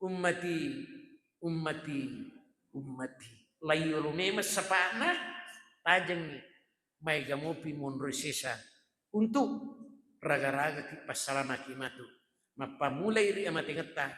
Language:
Buginese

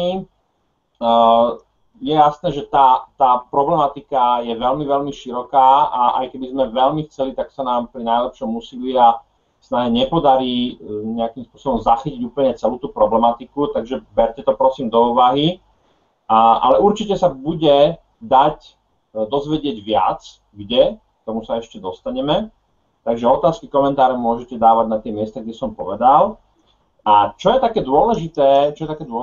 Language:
Slovak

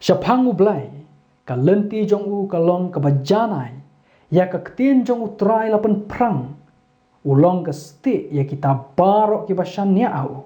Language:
Khasi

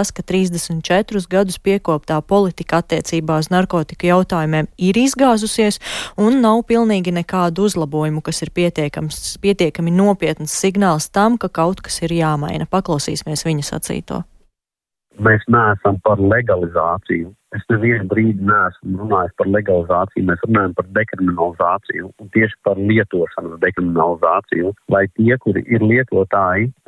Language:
Latvian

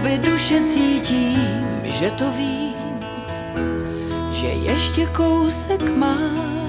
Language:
Czech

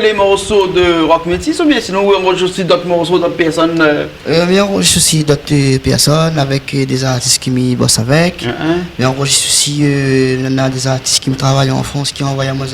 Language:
Réunion Creole French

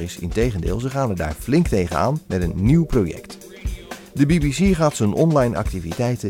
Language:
Dutch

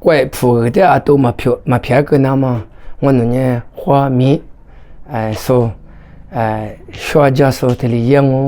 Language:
Lisu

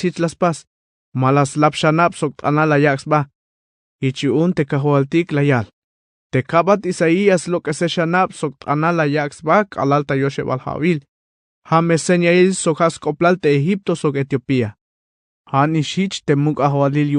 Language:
Tzeltal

